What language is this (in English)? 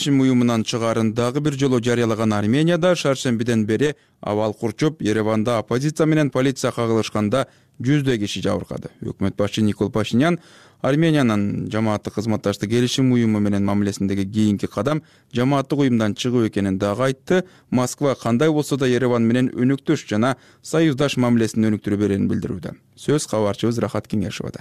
Kyrgyz